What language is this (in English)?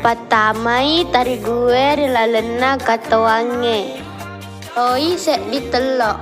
Buginese